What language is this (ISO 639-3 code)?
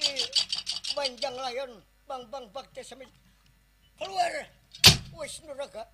bjn